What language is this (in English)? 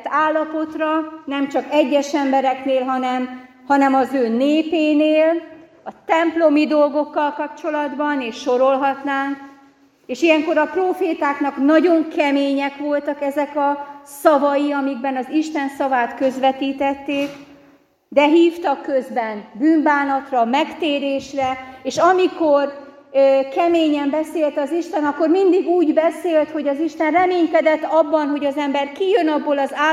Hungarian